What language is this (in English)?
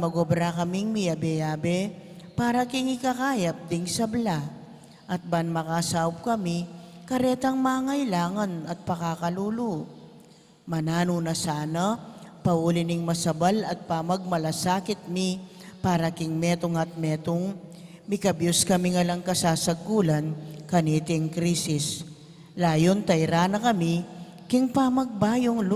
Pampanga